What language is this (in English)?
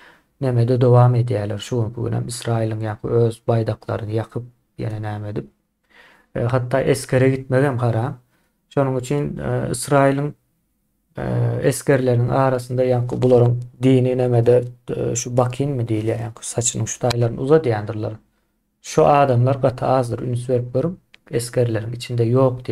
Turkmen